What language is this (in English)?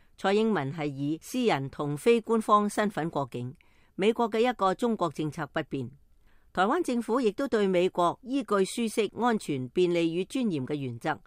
Cantonese